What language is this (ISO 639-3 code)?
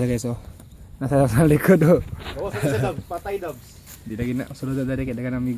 ceb